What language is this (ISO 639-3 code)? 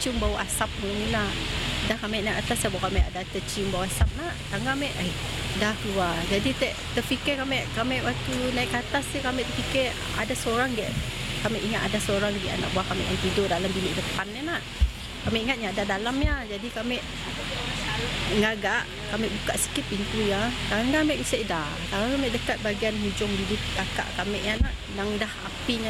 msa